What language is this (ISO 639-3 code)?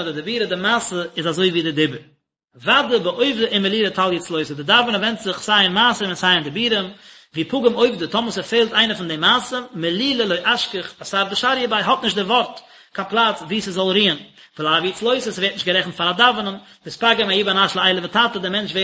yid